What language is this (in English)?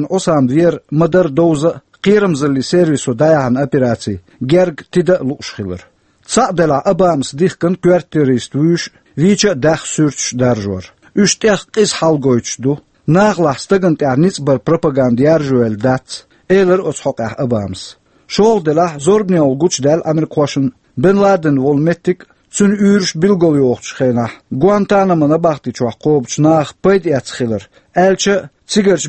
Chechen